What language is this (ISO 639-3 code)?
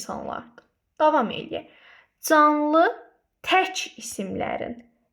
aze